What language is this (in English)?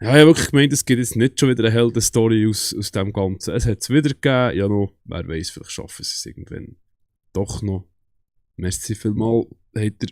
Swiss German